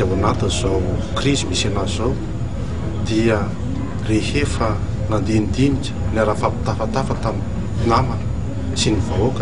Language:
Malagasy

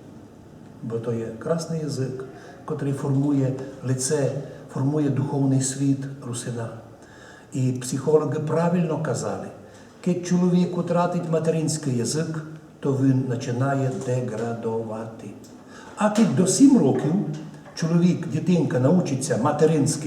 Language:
Rusyn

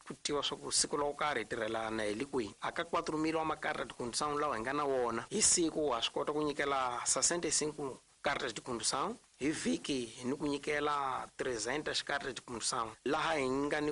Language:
Tsonga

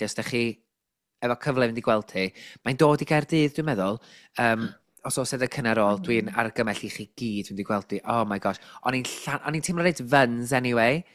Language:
Welsh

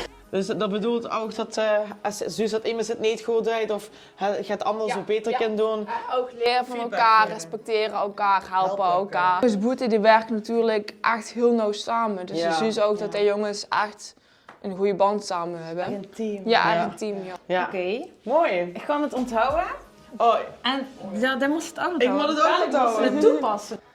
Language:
Limburgish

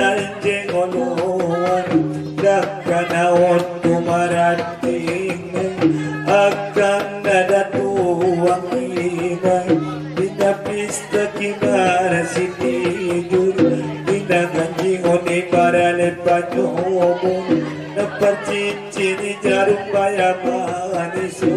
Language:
Batak Angkola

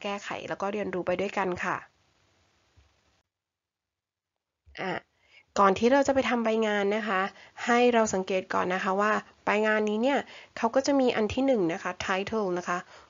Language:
Thai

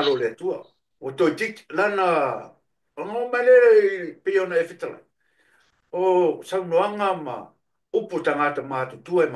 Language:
Samoan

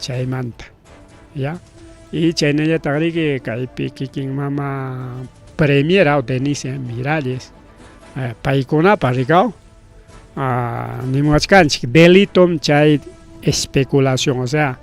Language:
Ayacucho Quechua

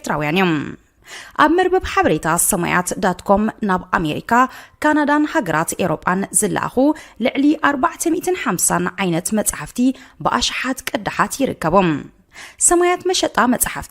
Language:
Tigrinya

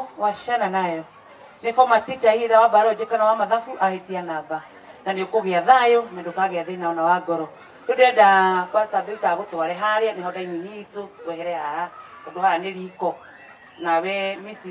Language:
Kikuyu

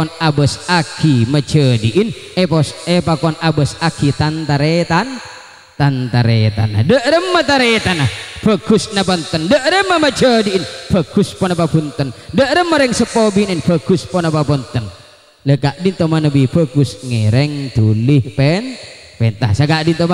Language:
Madurese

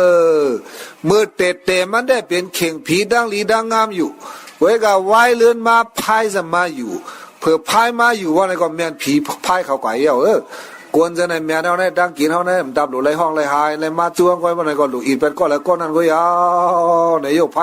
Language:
Shan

